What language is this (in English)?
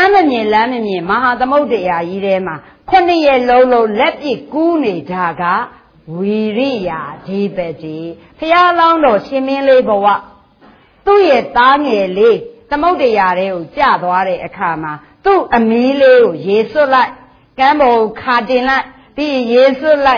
Burmese